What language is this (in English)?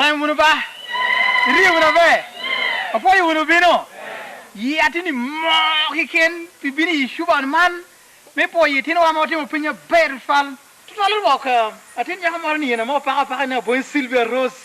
Lango (Uganda)